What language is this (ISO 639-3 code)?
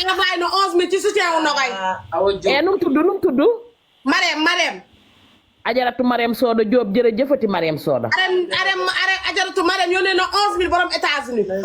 wol